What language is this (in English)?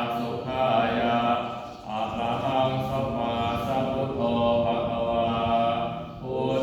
Pali